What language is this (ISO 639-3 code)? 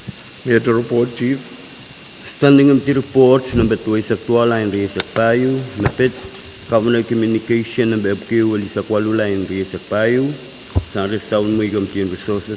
pon